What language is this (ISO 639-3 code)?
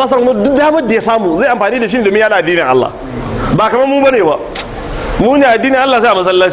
hau